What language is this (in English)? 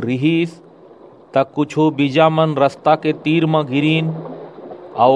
Chhattisgarhi